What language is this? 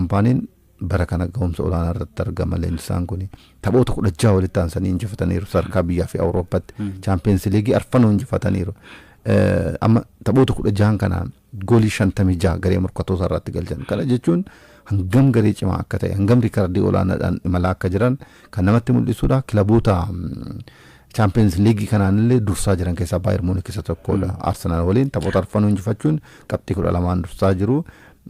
Oromo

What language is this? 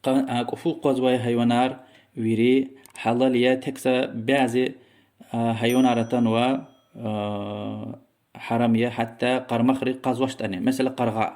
Lezghian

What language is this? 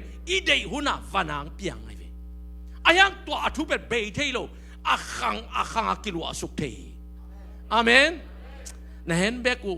Tedim Chin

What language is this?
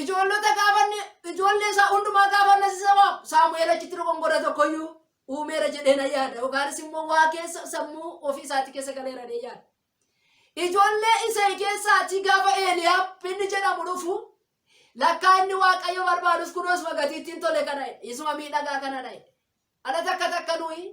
Oromo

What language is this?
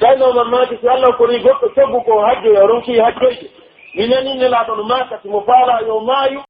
Pular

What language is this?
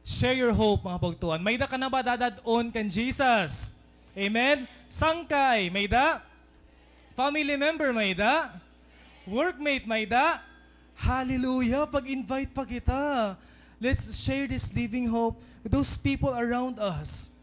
Waray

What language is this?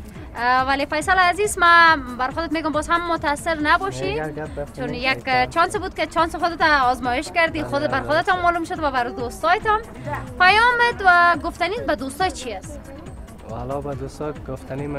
Persian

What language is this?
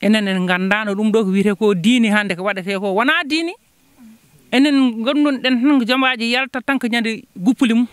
Fula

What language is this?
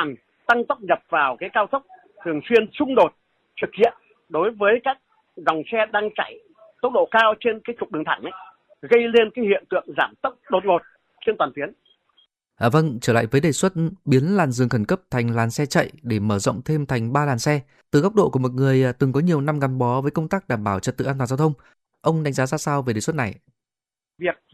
Vietnamese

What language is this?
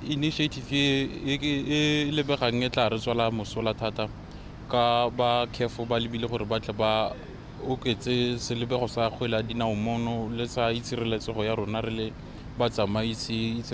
Tswana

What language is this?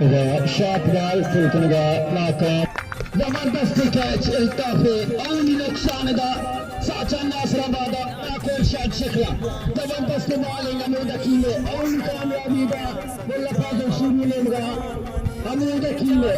Baluchi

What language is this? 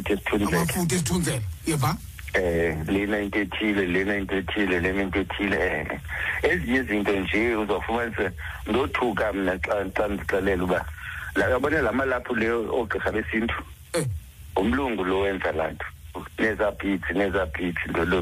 Xhosa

